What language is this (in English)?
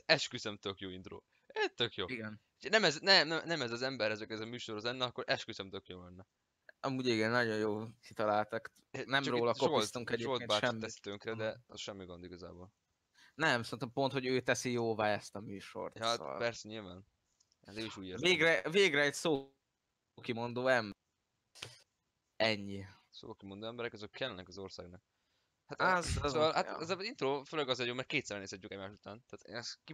Hungarian